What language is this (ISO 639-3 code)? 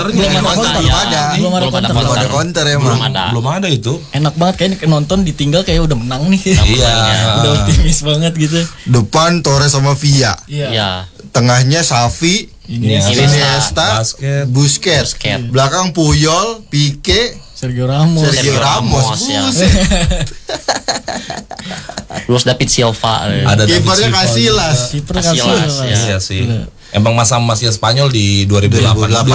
ind